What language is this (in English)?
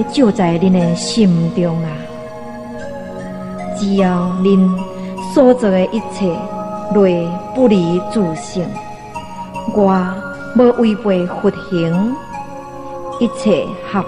Min Nan Chinese